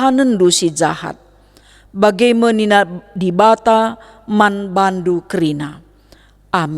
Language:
Batak Karo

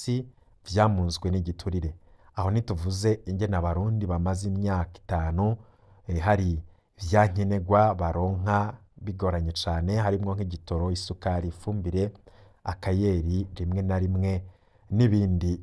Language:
Rundi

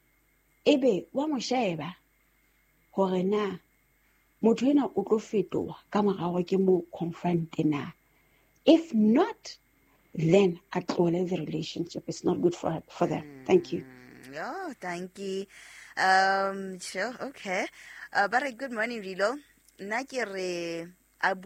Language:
Southern Sotho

